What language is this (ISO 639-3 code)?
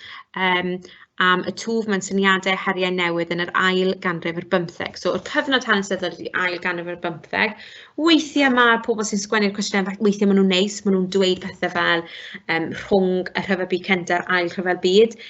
cym